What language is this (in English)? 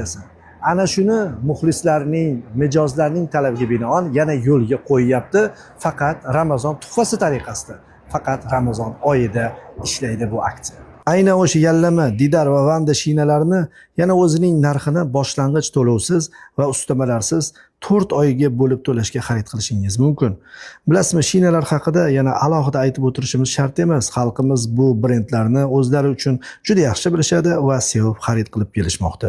Uzbek